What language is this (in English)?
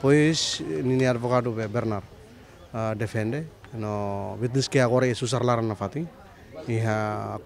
Tetum